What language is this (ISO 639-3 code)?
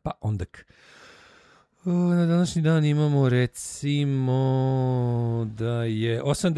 srp